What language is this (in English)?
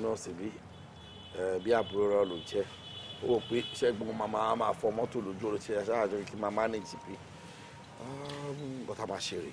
Yoruba